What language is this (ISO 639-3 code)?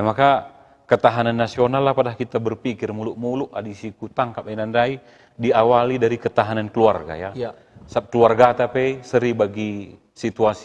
btx